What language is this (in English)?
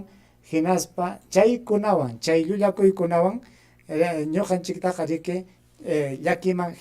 Ayacucho Quechua